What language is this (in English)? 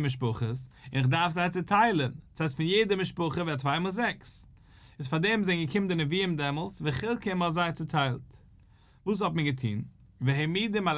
Yiddish